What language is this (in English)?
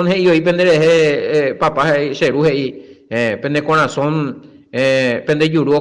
Guarani